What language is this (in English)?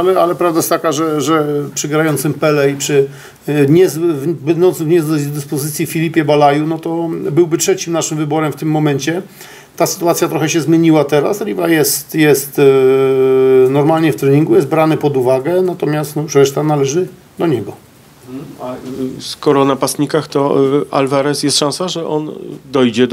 Polish